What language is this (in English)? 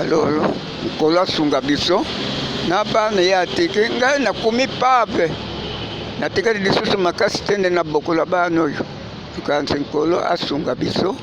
Lingala